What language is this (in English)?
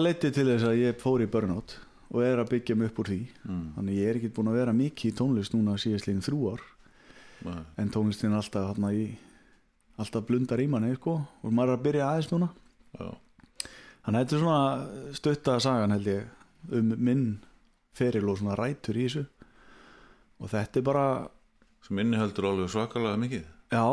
Icelandic